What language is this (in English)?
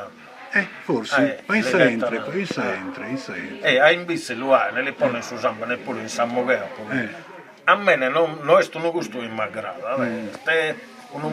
Sardinian